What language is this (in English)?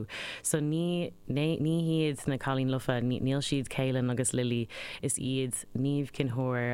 Irish